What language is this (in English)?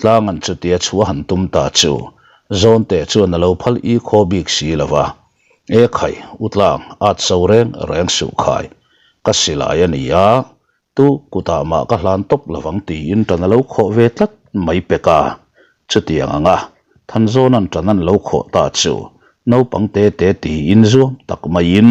Mizo